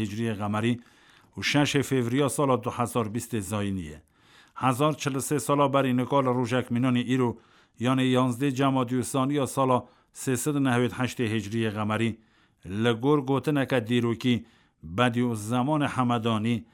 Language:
Kurdish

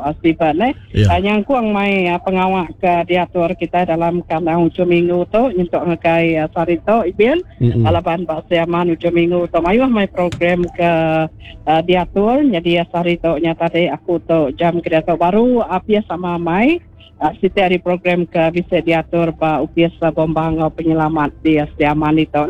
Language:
Iban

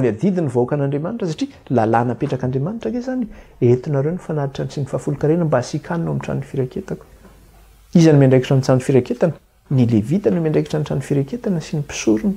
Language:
Malagasy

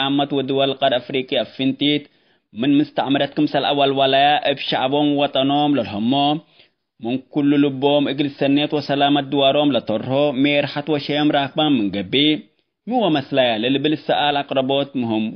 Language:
Tigre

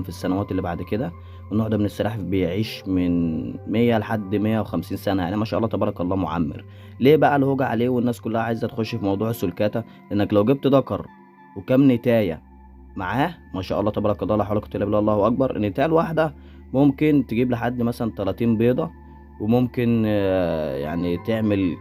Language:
Egyptian Arabic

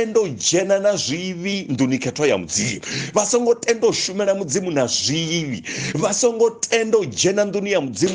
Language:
Venda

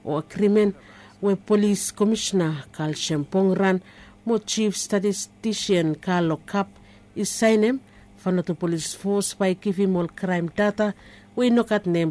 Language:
Bislama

